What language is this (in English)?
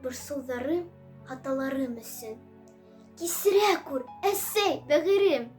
Bashkir